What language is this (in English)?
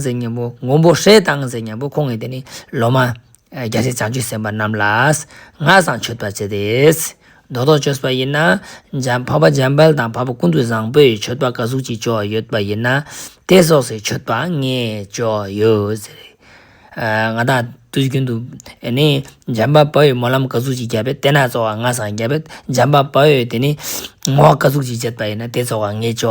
Ladakhi